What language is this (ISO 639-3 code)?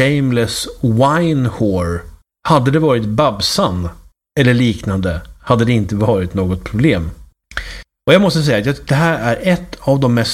swe